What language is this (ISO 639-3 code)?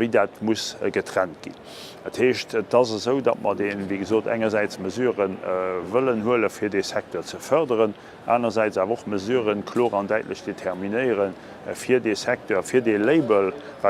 ltz